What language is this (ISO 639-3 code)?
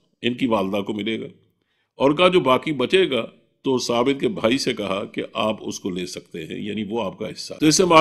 urd